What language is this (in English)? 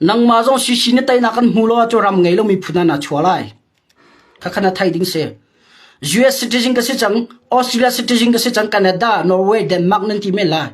Hakha Chin